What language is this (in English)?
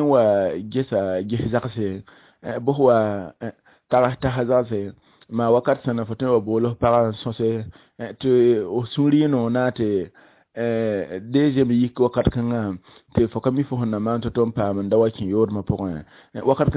Mossi